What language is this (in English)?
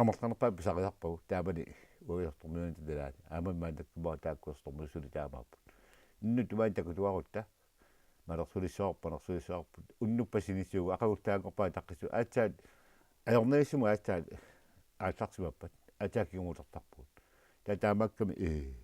Kalaallisut